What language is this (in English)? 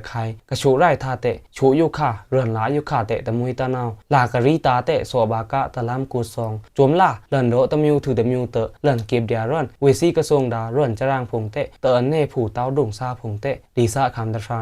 Pa'o Karen